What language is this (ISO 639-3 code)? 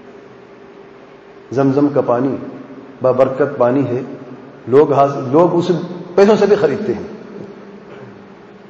urd